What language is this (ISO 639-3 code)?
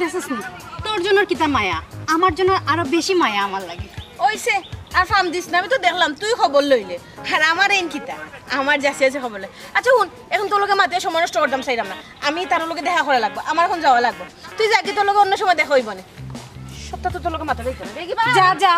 syl